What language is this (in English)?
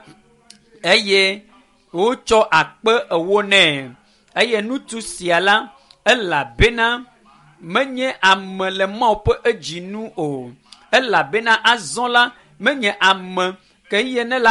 Ewe